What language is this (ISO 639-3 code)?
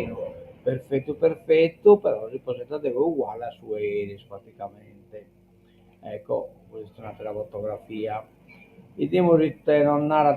srd